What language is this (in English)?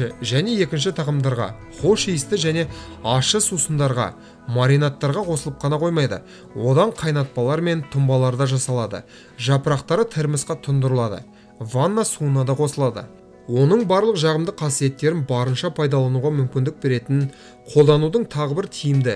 Kazakh